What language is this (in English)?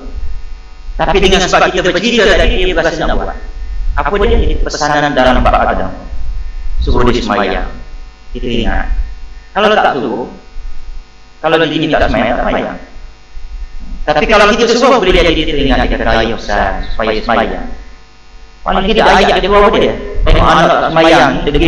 Malay